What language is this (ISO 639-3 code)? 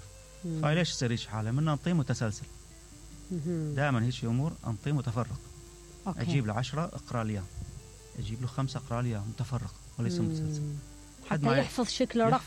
acm